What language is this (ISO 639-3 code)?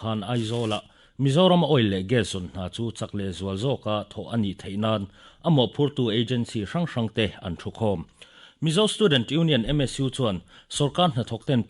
lus